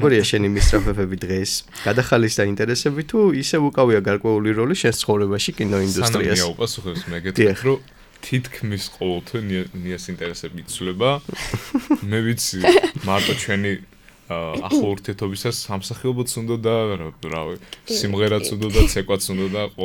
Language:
Georgian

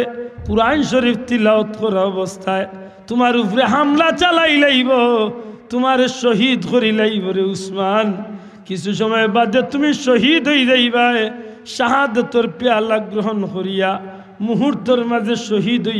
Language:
Sylheti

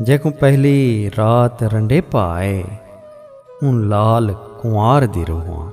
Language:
Saraiki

